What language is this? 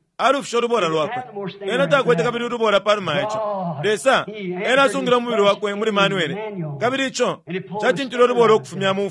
Bemba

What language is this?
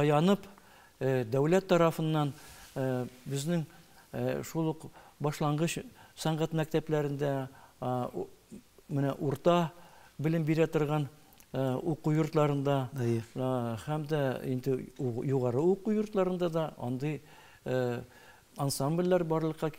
Tatar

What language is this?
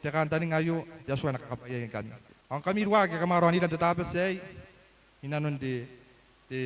Gilbertese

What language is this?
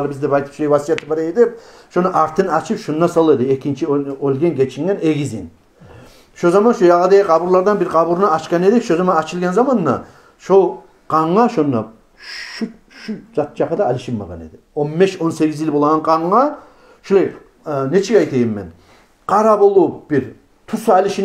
Kumyk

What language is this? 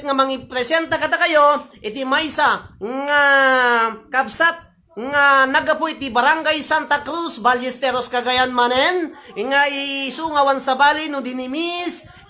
Iloko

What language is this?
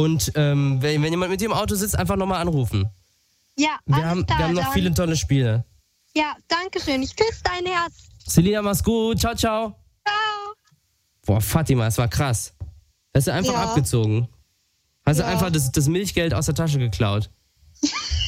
German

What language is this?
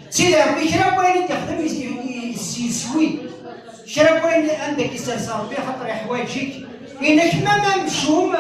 Kabyle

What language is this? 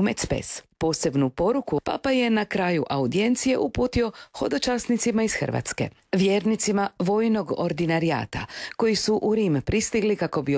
Croatian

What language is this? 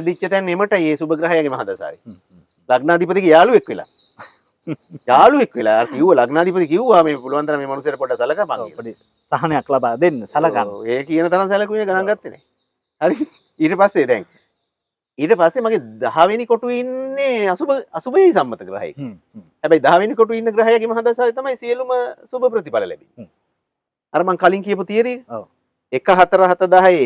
Sinhala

